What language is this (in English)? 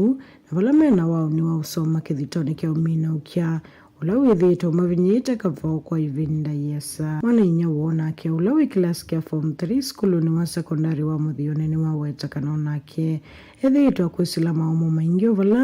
Kamba